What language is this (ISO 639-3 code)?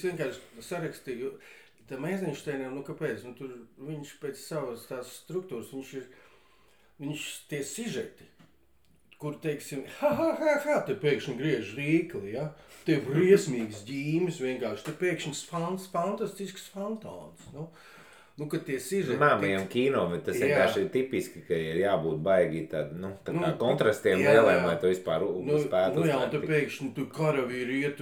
lav